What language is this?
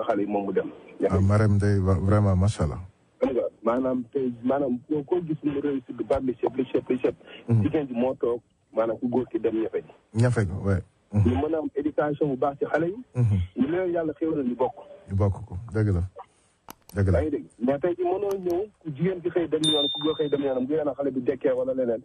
Wolof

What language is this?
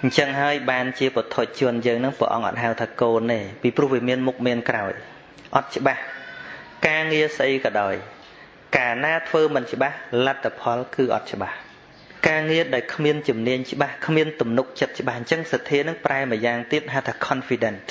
Khmer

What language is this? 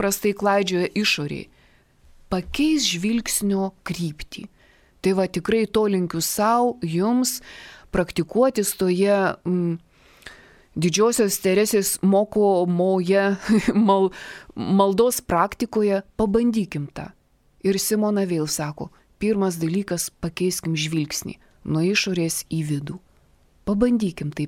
Lithuanian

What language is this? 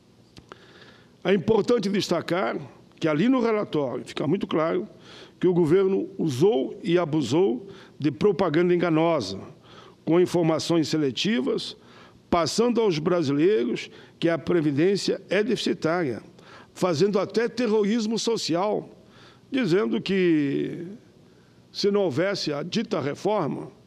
Portuguese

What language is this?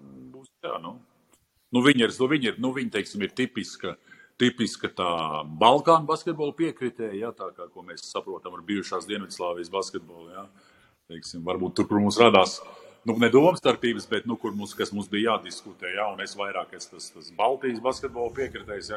Latvian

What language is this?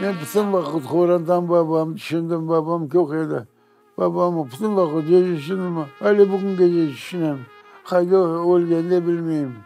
Crimean Tatar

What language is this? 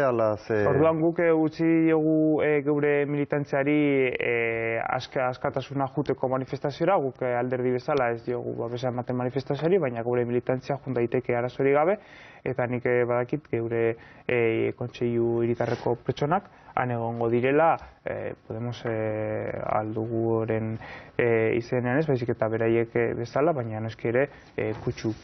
Basque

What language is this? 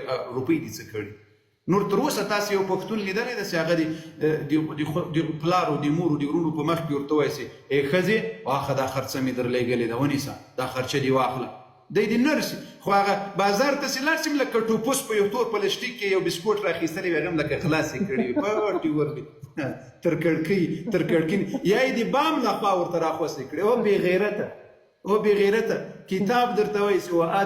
Pashto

